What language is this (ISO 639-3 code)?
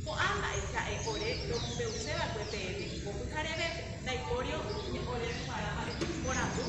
grn